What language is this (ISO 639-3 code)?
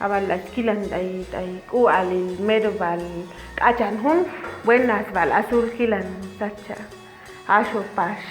cac